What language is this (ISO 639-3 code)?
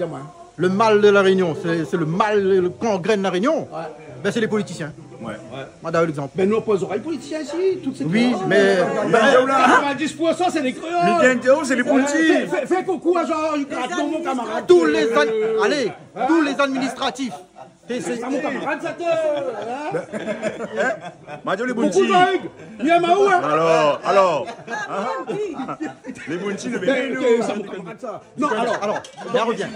rcf